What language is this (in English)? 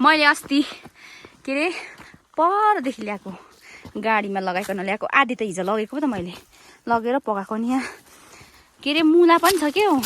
Nepali